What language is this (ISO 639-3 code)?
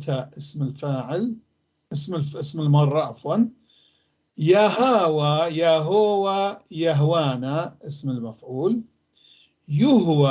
apc